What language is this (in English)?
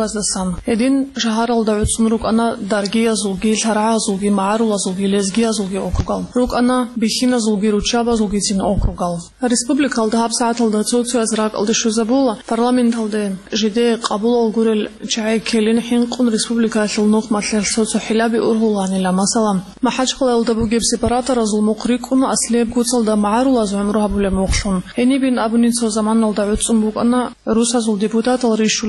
Avaric